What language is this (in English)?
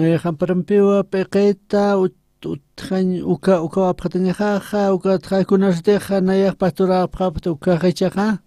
Aymara